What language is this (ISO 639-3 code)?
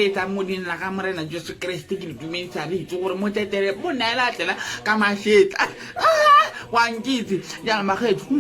tsn